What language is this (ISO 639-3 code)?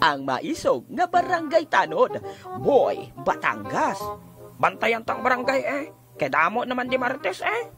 hil